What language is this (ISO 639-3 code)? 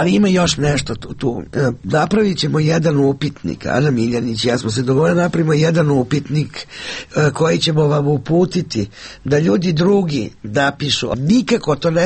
srp